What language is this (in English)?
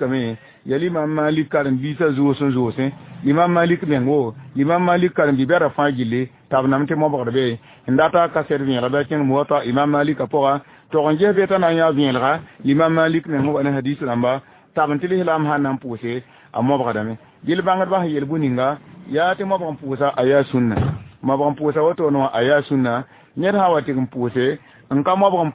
Mossi